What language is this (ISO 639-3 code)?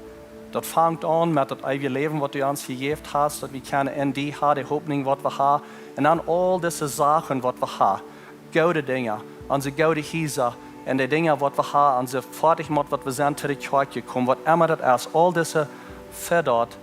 pdt